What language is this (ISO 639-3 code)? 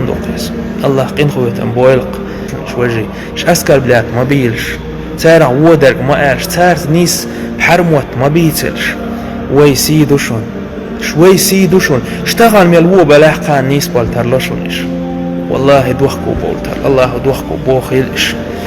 che